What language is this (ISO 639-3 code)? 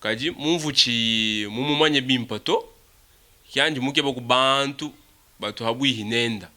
lua